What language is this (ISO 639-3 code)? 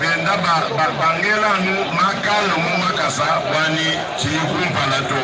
lua